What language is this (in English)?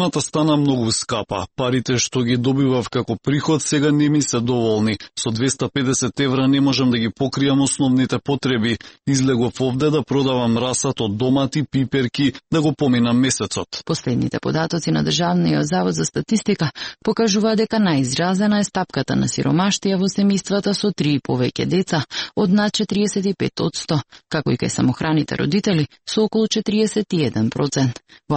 Macedonian